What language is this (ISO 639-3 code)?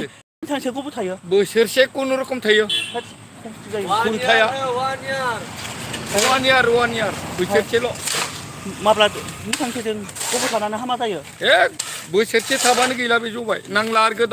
brx